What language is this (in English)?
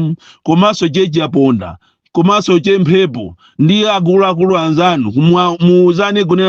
Nyanja